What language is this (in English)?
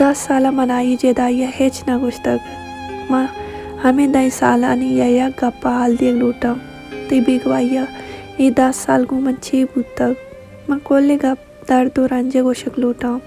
Baluchi